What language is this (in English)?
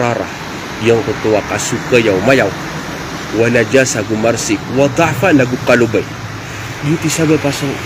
Maranao